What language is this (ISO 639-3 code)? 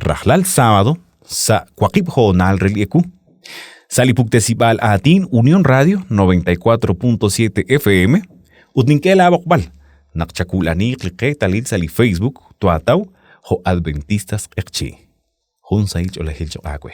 kek